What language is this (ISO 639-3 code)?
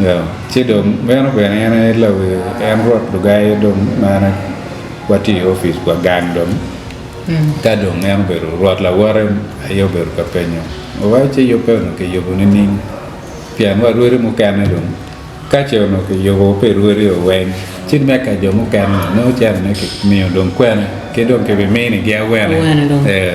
ach